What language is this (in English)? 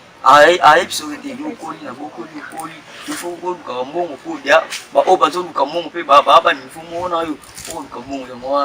Lingala